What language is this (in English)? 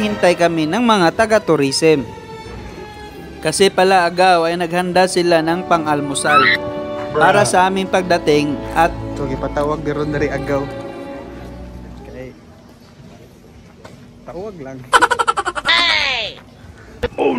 Filipino